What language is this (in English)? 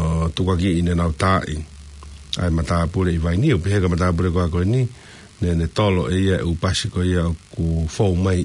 Tongan